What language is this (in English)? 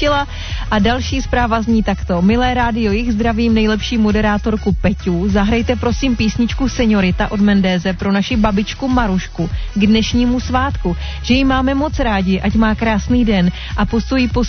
Czech